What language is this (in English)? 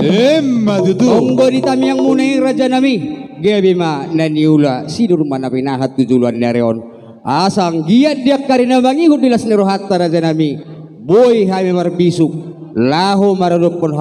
Batak Toba